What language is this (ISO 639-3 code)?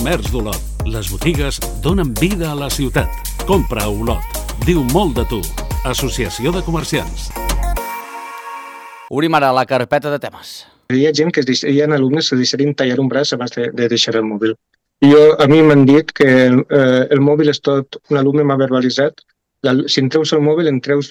cat